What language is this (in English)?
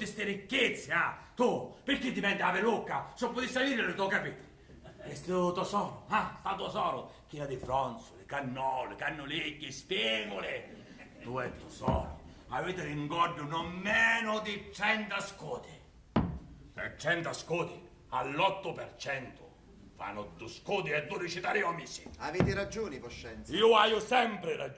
Sicilian